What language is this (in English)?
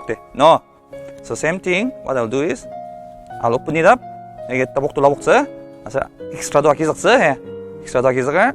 Ao Naga